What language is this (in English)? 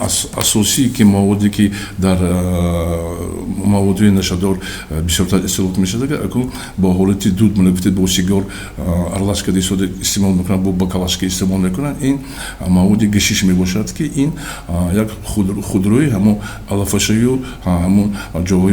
Tajik